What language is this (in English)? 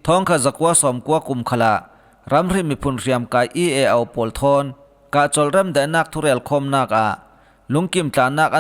Falam Chin